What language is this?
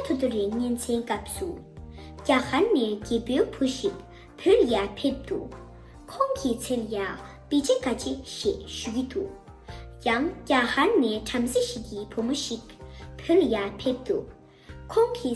Tibetan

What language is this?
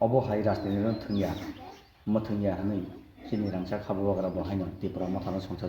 Kok Borok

